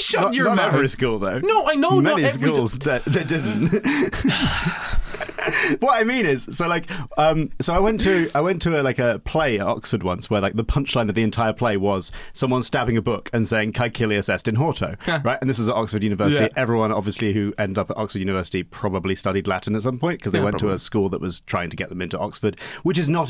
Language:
English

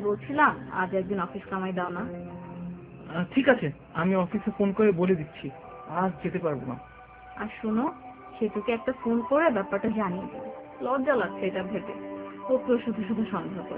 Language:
Bangla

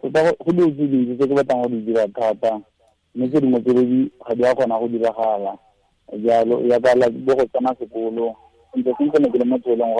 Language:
Tswana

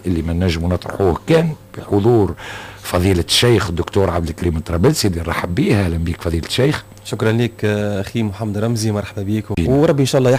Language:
Tunisian Arabic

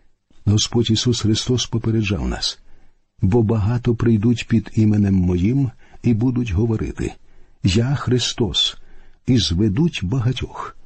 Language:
Ukrainian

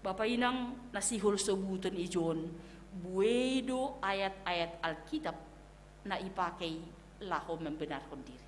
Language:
Batak Simalungun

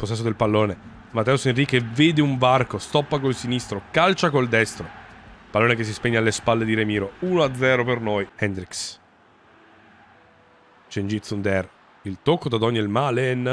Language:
Italian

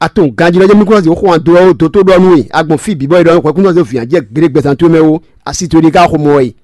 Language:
Fon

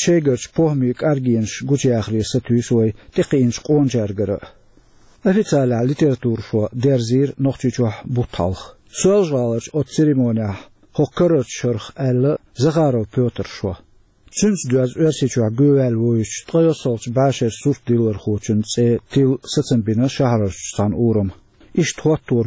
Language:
Chechen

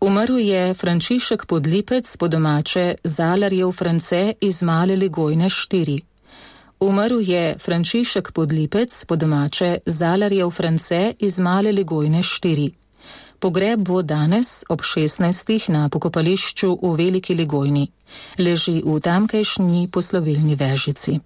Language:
Slovenian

